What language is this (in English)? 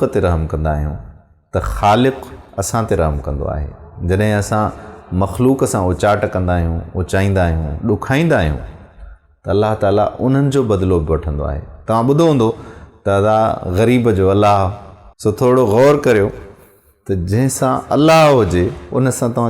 Sindhi